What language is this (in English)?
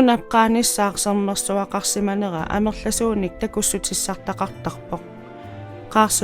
Kalaallisut